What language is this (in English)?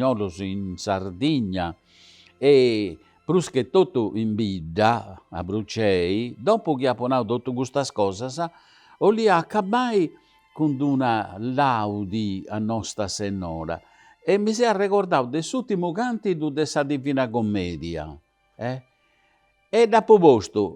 Sardinian